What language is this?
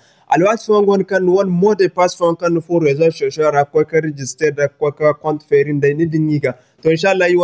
Zarma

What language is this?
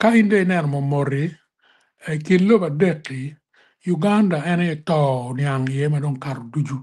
Acoli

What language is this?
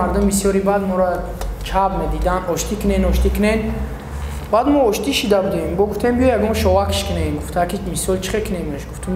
Tajik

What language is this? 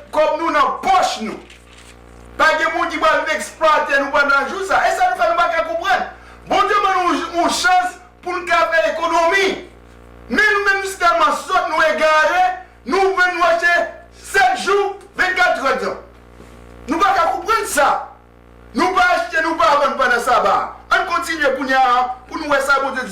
Haitian Creole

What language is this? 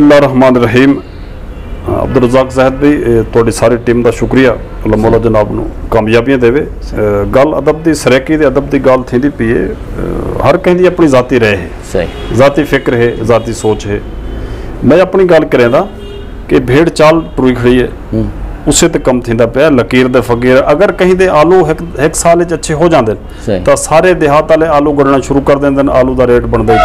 Saraiki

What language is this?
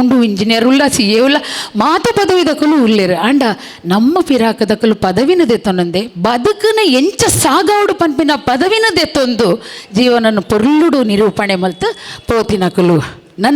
Tulu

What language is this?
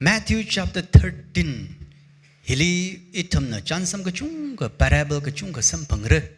Tangkhul Naga (India)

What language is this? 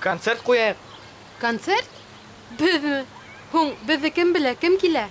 Bashkir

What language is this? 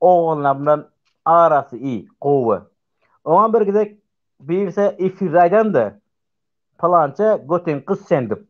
Turkmen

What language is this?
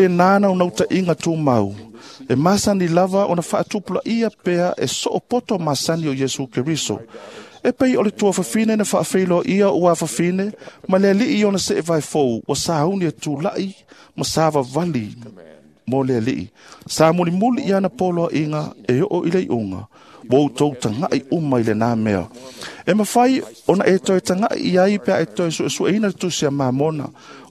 Samoan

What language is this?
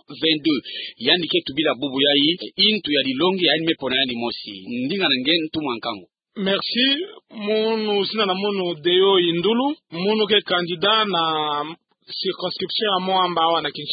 Kituba (Democratic Republic of Congo)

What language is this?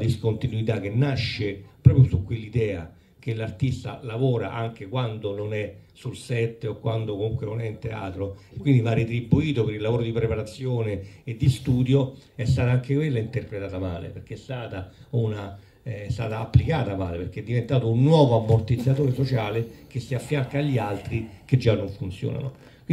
Italian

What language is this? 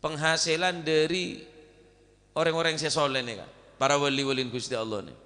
Madurese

